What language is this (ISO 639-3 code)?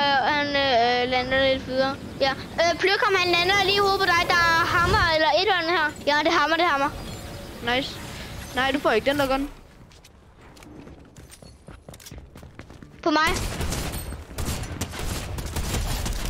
dan